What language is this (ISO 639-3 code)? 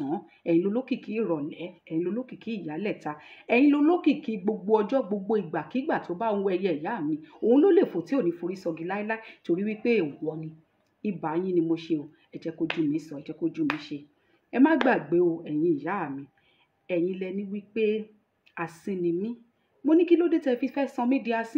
yor